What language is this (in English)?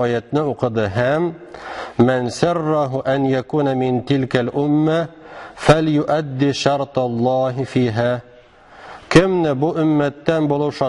Tatar